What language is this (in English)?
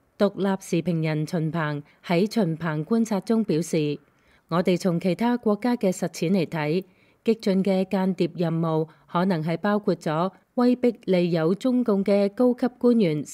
Cantonese